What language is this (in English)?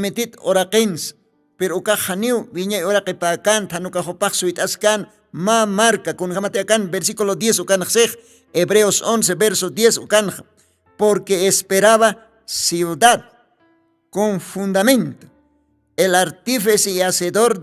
Aymara